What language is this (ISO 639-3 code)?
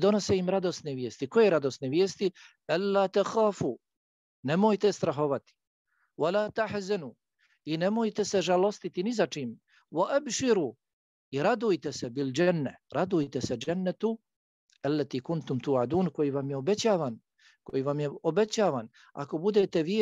bos